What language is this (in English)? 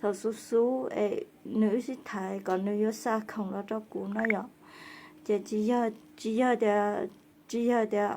Hmong